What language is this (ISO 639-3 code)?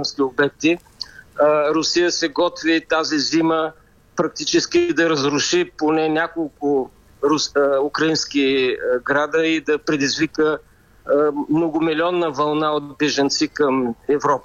bul